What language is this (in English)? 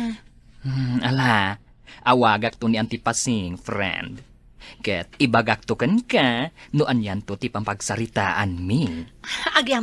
Iloko